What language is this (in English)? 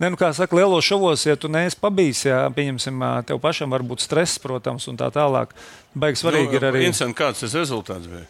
Latvian